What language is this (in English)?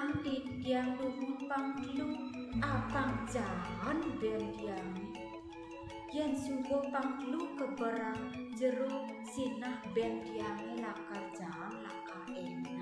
Balinese